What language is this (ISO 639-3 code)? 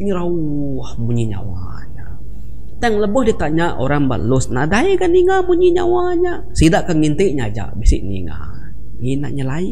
iba